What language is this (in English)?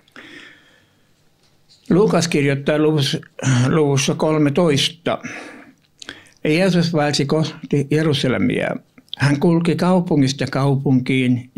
Finnish